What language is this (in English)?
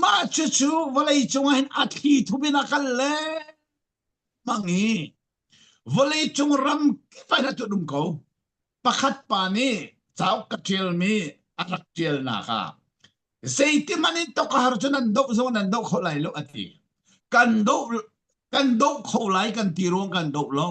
Falam Chin